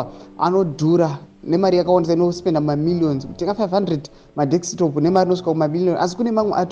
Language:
Shona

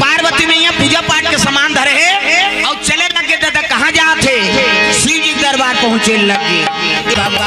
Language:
Chhattisgarhi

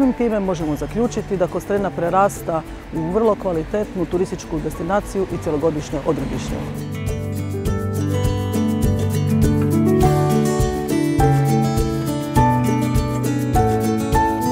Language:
Croatian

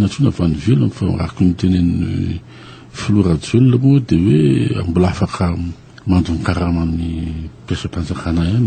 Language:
Malagasy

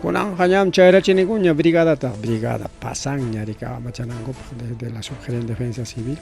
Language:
Ayacucho Quechua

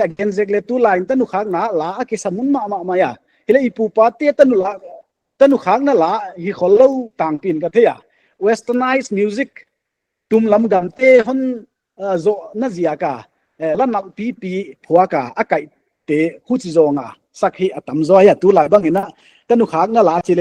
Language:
Paite Chin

